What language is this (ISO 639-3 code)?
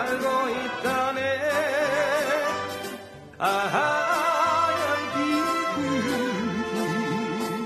kor